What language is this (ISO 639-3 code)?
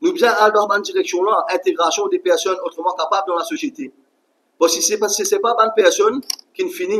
mfe